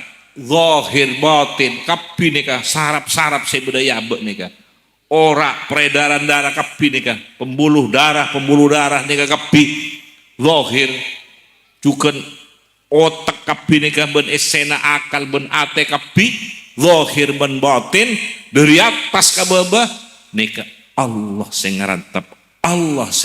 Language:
Madurese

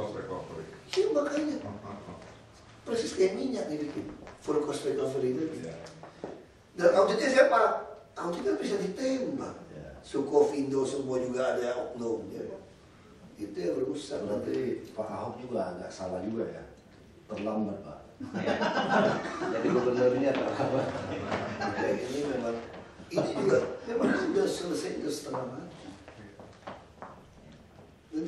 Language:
Indonesian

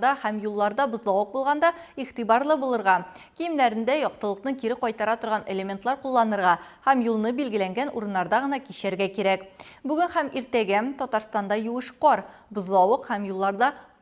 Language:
Tatar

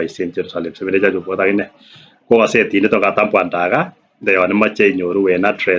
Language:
Kalenjin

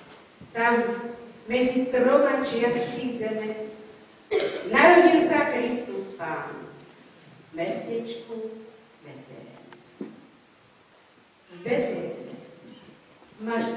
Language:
Slovak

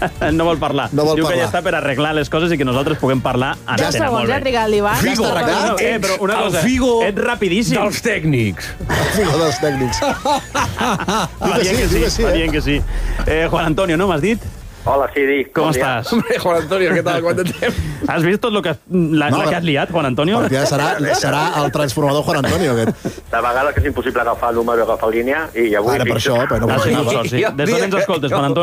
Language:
Catalan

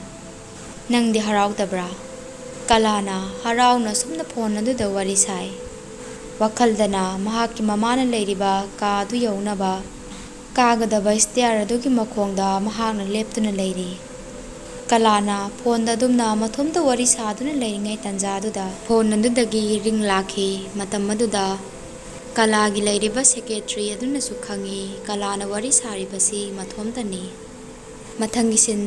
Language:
Manipuri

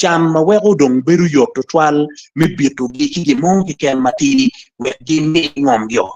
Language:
Acoli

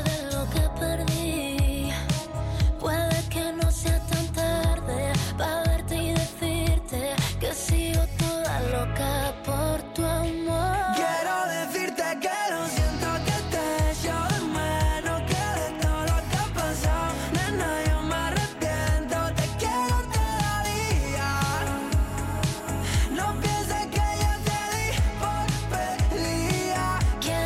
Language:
Spanish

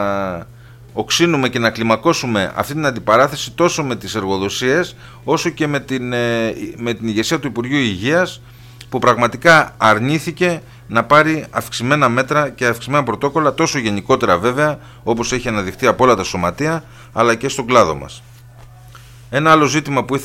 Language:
Greek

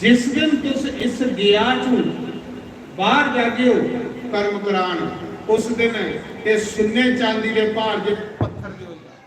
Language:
Dogri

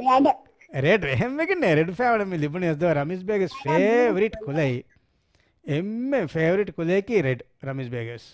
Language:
Divehi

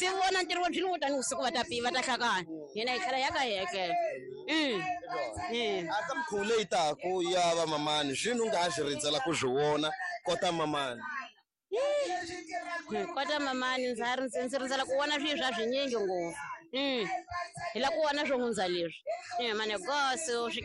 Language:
Tsonga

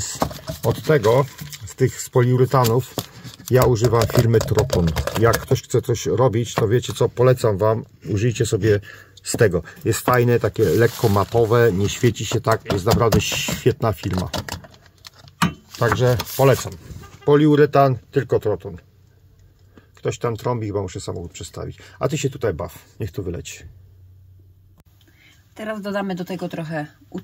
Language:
Polish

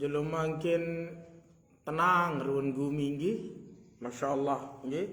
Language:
Sasak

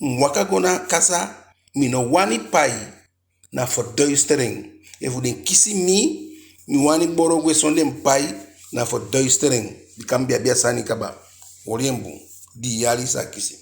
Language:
Eastern Maroon Creole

